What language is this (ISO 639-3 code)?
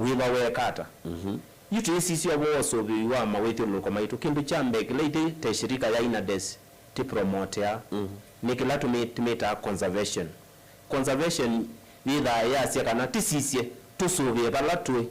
kam